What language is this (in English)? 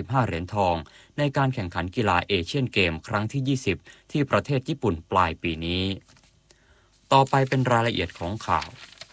Thai